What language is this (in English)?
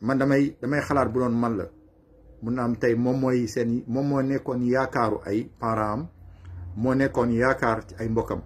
Wolof